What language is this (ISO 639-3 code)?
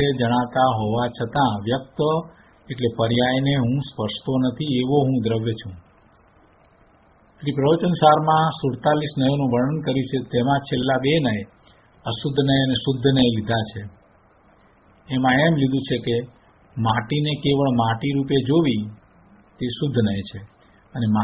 guj